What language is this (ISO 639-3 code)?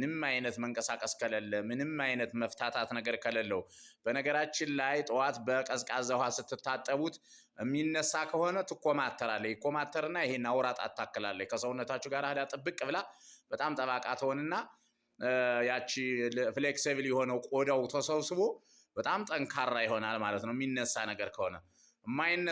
amh